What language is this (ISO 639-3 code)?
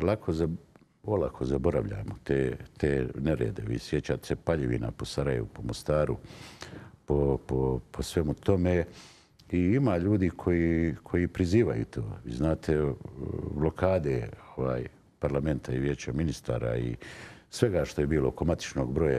bos